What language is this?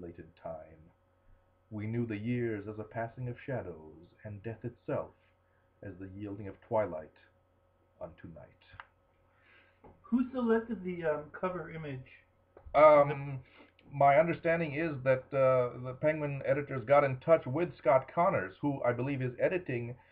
English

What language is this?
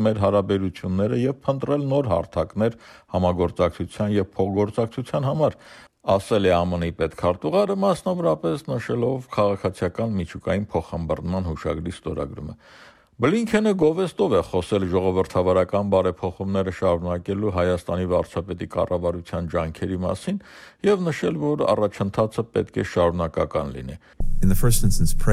Armenian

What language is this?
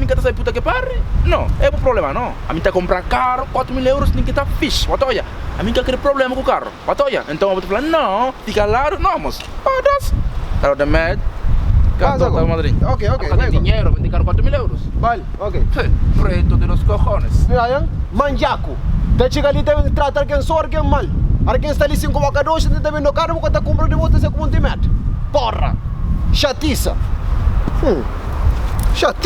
Kabuverdianu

